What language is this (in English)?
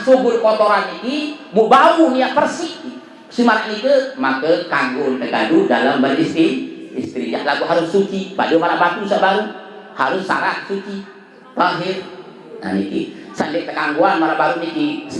Sasak